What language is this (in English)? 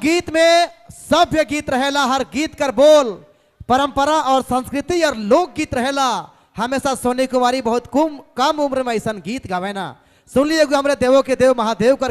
Sadri